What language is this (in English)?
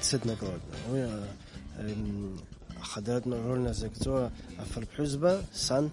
Abkhazian